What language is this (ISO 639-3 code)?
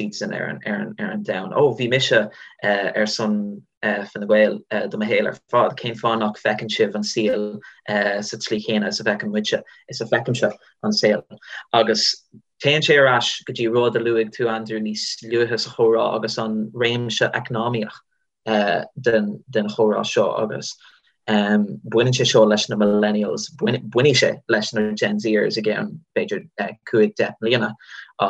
gle